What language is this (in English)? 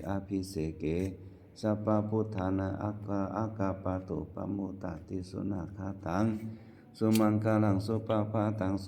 Pali